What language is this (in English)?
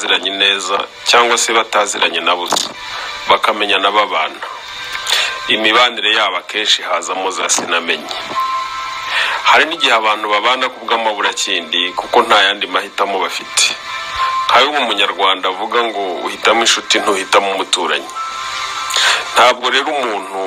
Kinyarwanda